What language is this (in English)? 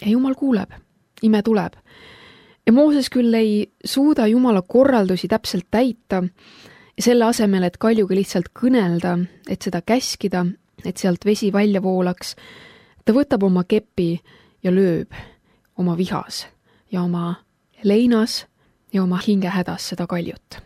Estonian